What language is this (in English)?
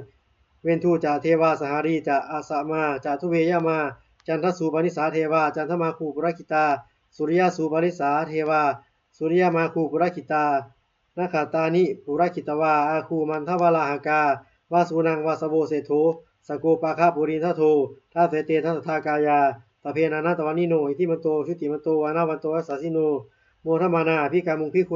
Pali